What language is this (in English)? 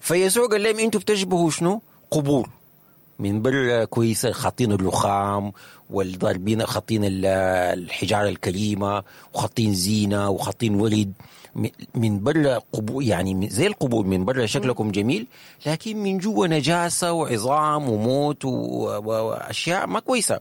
Sudanese Arabic